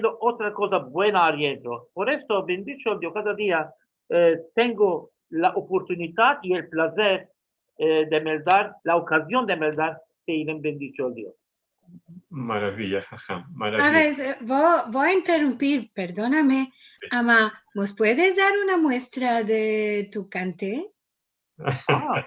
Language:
Ladino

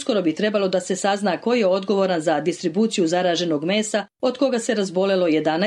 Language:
Bosnian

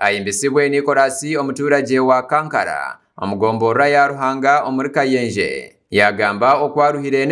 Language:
Nyankole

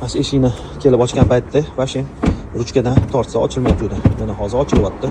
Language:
Uzbek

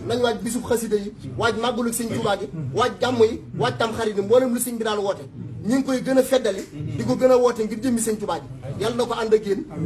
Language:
Wolof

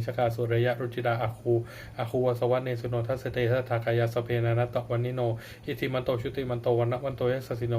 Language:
Pali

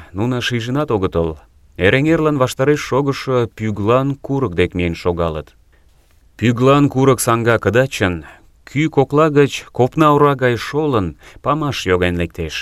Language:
Mari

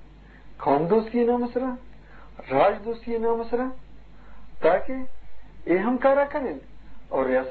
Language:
Eastern Balochi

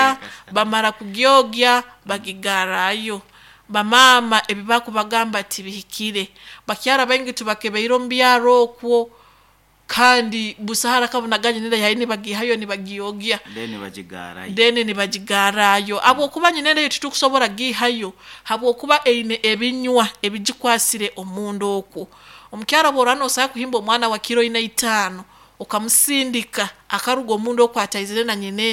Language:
Nyoro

